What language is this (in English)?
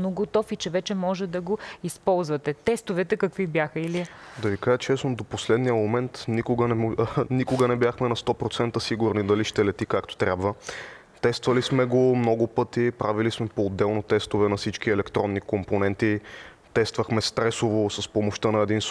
Bulgarian